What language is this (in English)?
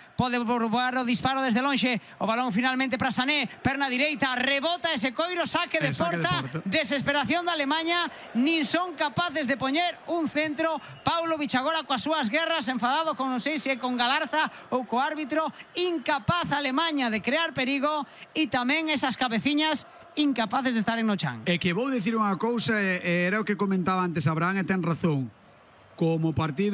Galician